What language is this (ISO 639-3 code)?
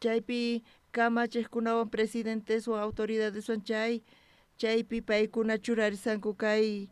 quh